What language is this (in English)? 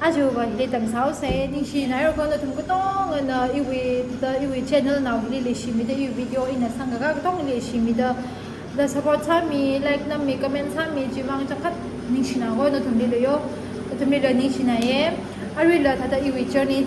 Tangkhul Naga (India)